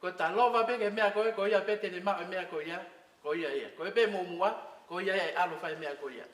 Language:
Tongan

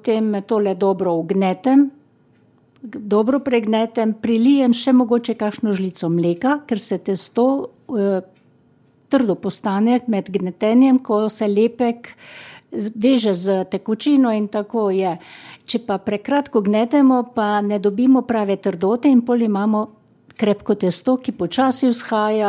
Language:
Slovenian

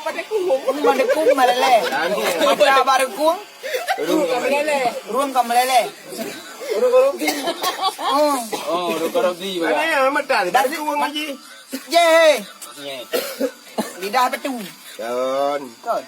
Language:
Achinese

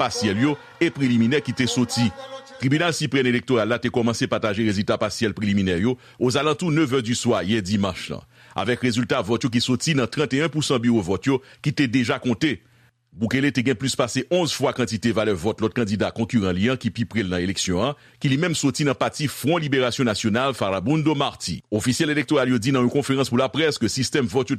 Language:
Haitian Creole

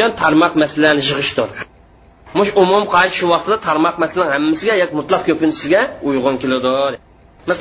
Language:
Uyghur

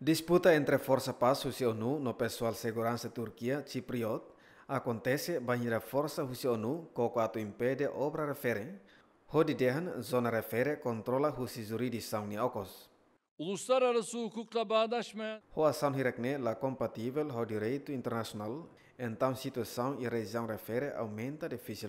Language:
Tetum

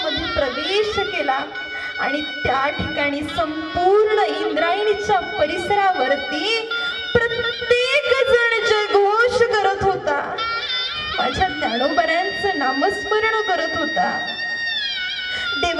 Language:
Marathi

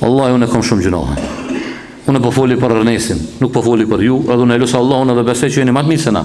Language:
Albanian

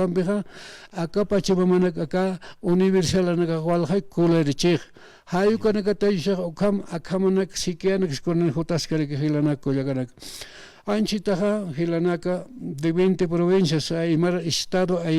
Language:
Aymara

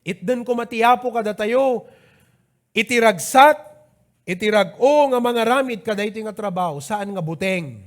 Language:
Iloko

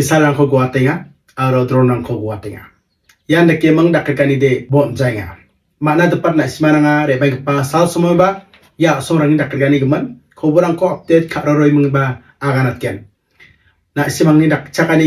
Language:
Garo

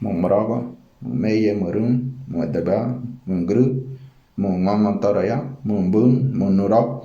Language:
Ngäbere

